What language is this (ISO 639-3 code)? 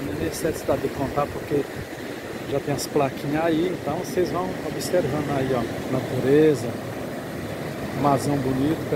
por